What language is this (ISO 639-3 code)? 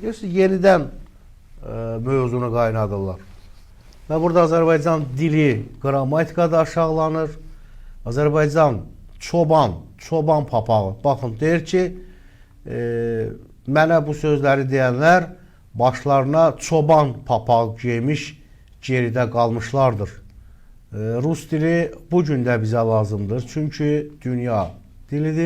aze